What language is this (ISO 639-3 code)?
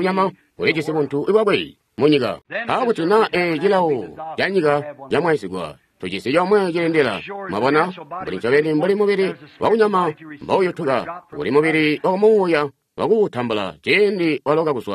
toi